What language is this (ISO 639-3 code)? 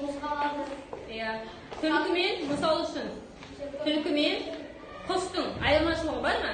kaz